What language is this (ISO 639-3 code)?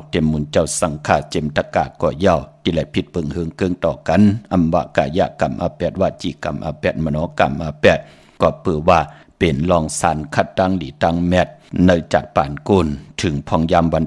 shn